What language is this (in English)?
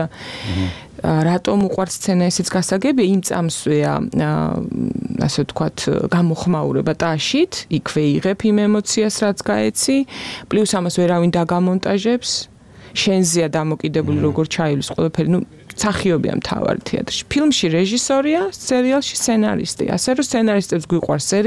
Georgian